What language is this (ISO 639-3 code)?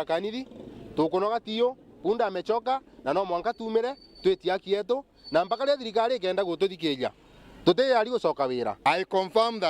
mer